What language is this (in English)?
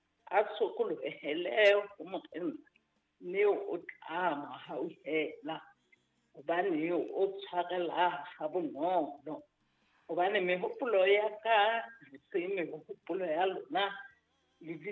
Southern Sotho